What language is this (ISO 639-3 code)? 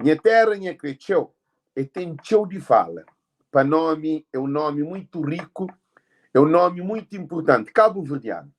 kea